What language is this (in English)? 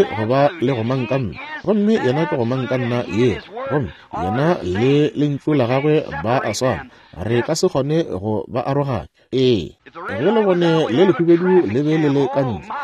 Northern Sotho